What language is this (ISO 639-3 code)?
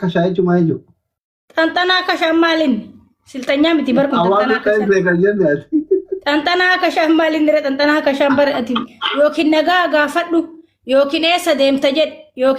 orm